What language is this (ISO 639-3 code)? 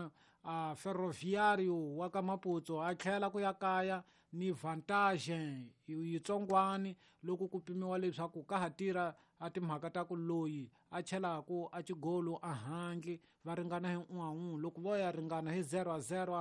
tso